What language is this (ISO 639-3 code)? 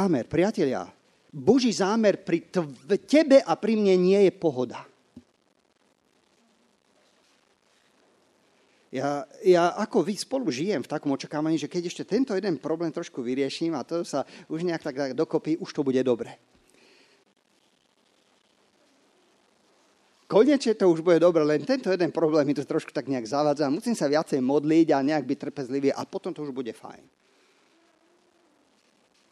slk